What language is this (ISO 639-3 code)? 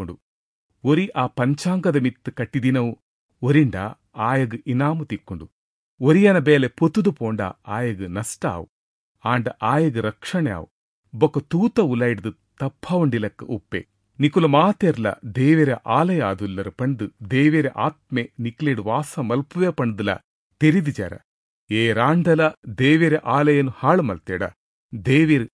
tcy